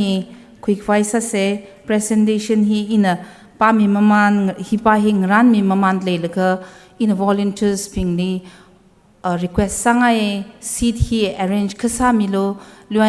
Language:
Tangkhul Naga (India)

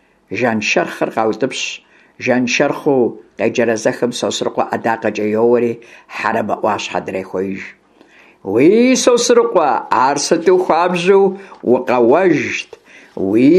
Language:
Kabardian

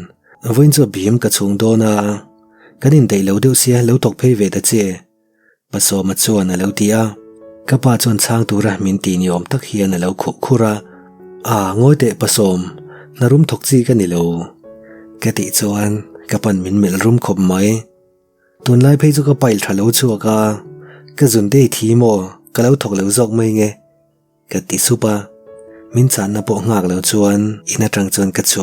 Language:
Mizo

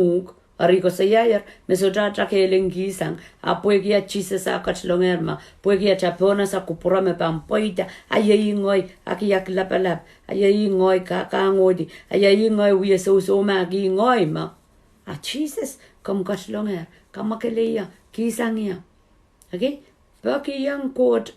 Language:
Pohnpeian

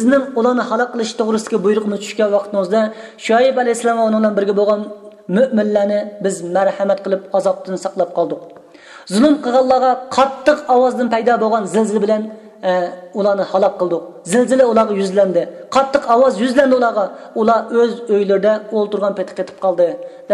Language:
Uyghur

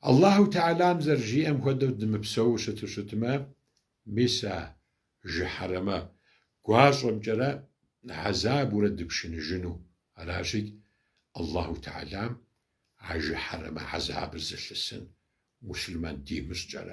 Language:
Kabardian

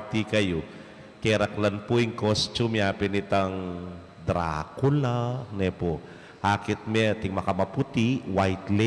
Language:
Pampanga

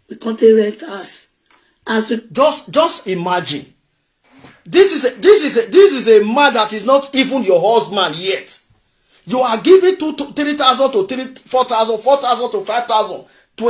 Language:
Nigerian Pidgin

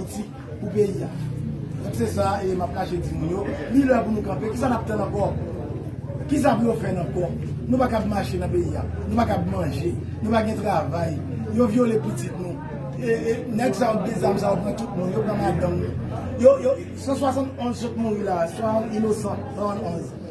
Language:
Haitian Creole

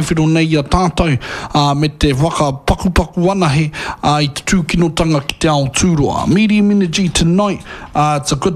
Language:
Māori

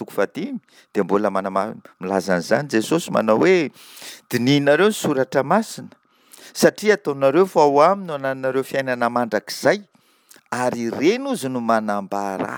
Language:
Malagasy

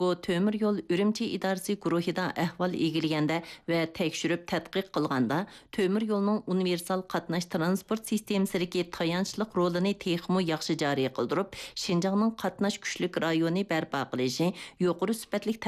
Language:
Uyghur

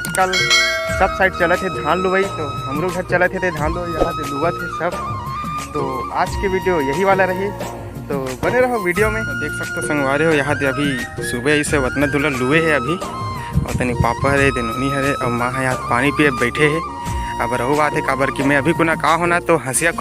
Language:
Chhattisgarhi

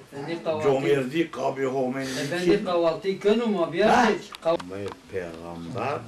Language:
Zaza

